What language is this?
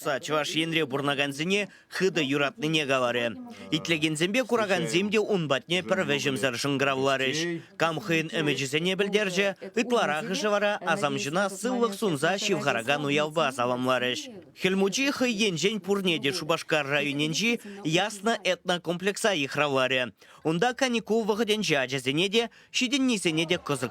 Chuvash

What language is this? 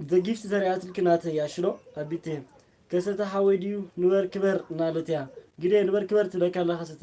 Tigrinya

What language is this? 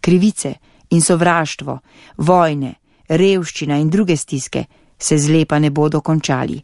Slovenian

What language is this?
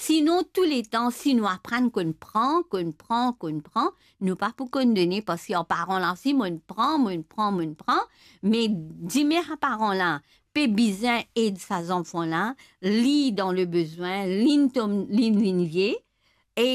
Morisyen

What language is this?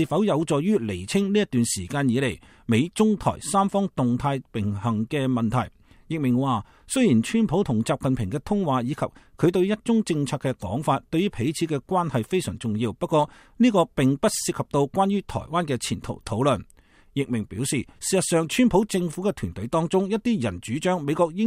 Cantonese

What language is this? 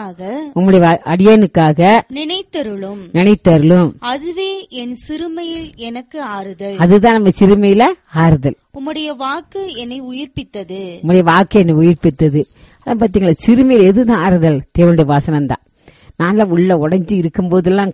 Tamil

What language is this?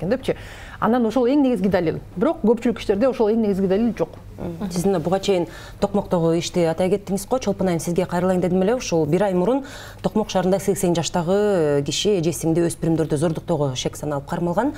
Kyrgyz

